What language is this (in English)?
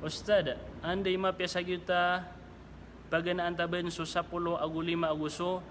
Maranao